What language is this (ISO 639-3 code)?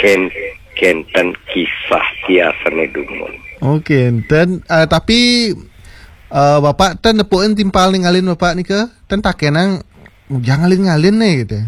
ban